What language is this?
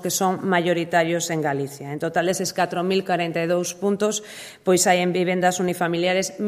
Galician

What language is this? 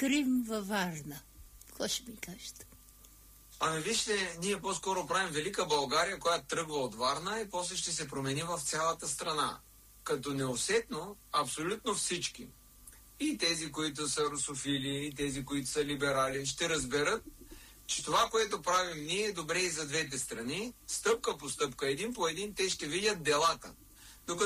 Bulgarian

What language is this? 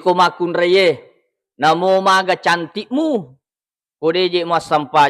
Buginese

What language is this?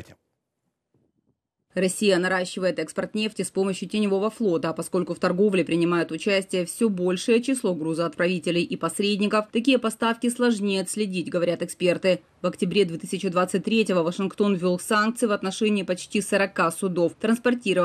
Russian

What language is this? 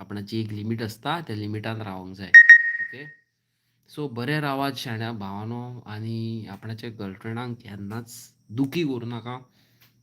Konkani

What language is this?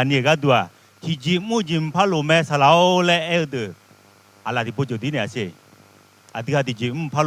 Akha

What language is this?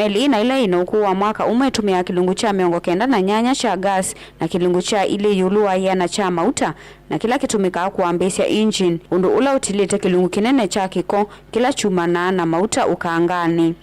Kamba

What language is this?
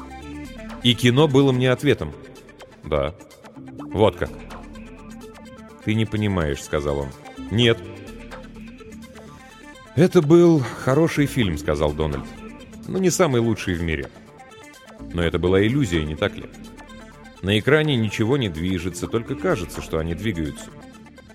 Russian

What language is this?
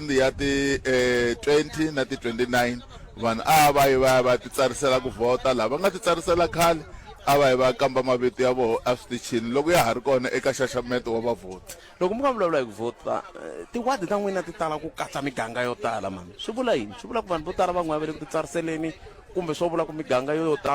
Tsonga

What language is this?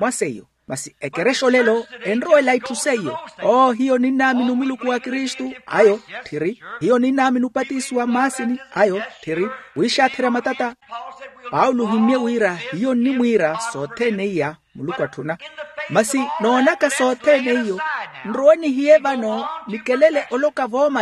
Makhuwa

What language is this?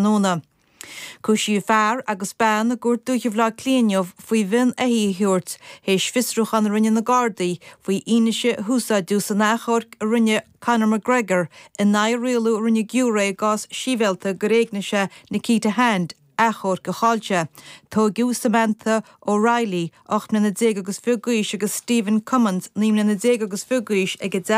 Irish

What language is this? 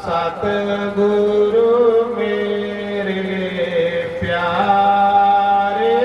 Dogri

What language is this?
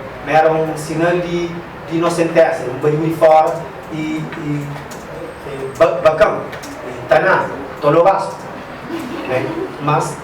Kabuverdianu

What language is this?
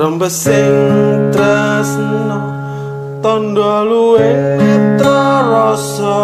Javanese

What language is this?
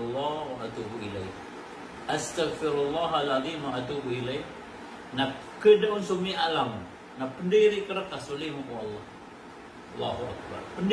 Maranao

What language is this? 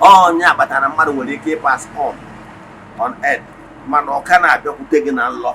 Igbo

